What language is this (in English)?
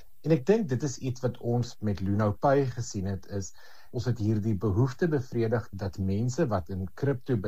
Afrikaans